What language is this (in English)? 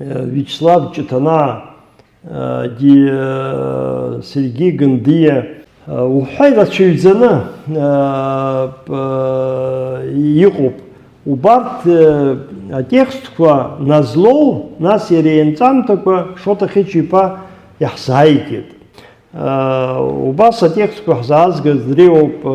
Abkhazian